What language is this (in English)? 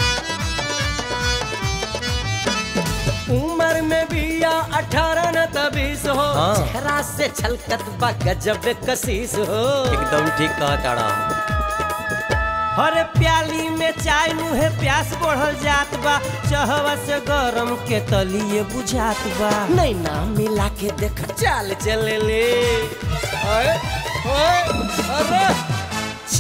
Bhojpuri